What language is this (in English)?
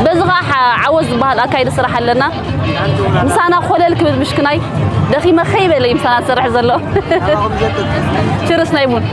Tigrinya